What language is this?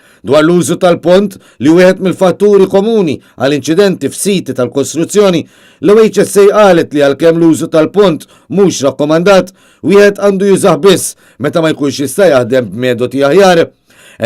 Maltese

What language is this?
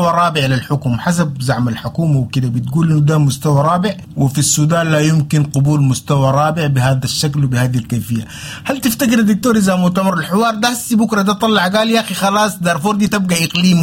Sudanese Arabic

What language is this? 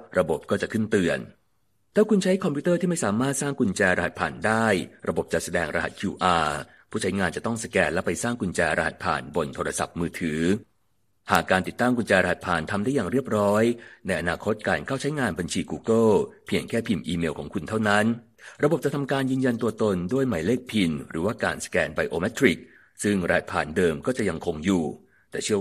Thai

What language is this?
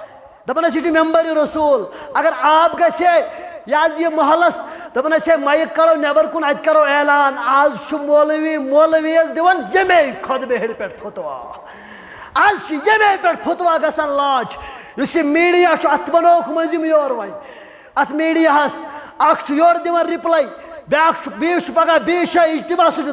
Kashmiri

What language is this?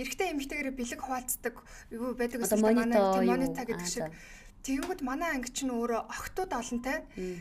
Mongolian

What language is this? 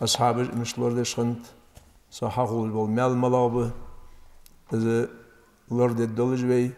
Ingush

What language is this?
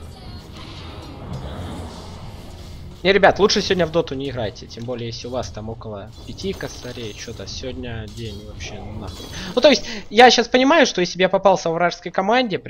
Russian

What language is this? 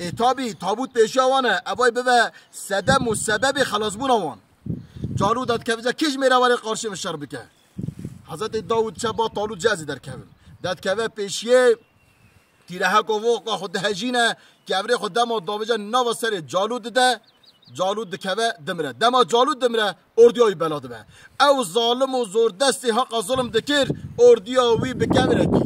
Kurdish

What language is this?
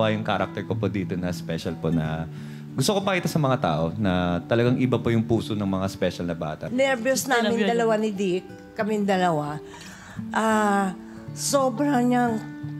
Filipino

